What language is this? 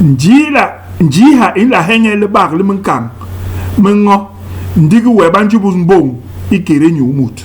Basaa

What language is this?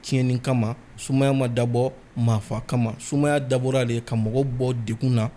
Bambara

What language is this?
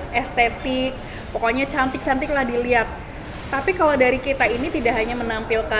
Indonesian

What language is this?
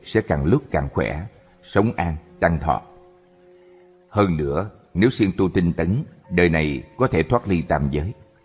Vietnamese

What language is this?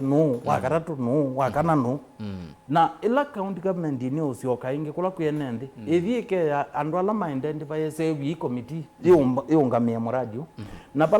Kamba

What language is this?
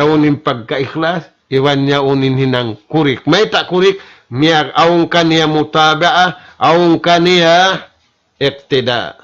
Tausug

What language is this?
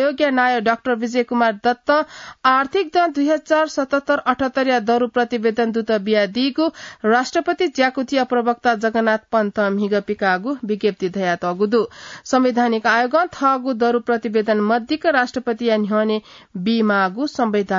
Newari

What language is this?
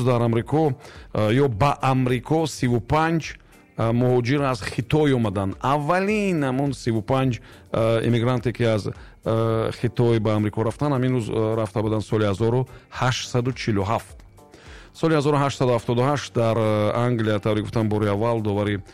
Tajik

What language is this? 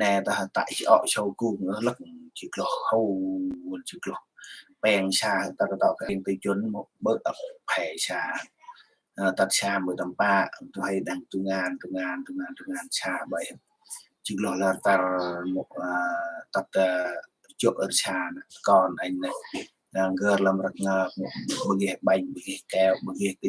Central Mnong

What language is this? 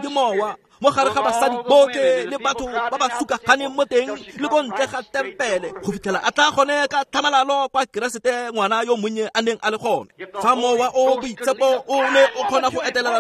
Tswana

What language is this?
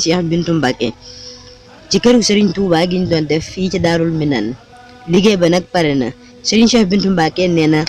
Wolof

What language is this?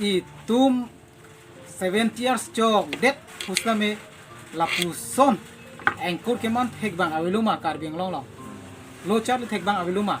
Karbi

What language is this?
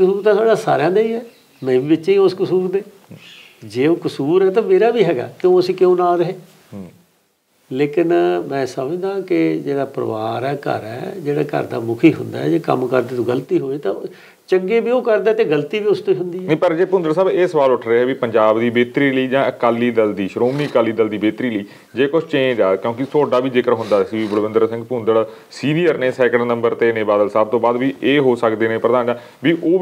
Punjabi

